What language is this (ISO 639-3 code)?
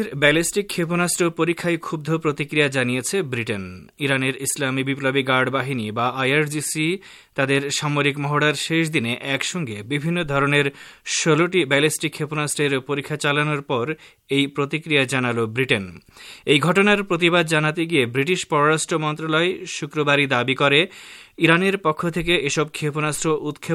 ben